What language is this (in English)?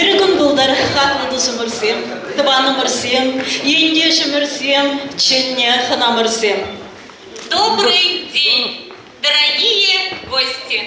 Chuvash